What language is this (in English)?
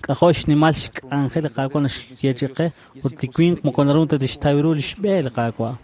Kekchí